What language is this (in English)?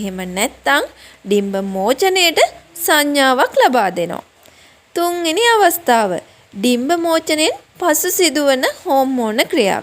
Sinhala